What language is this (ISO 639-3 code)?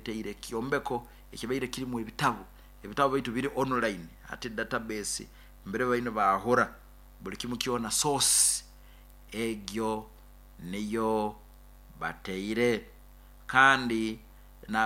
nyo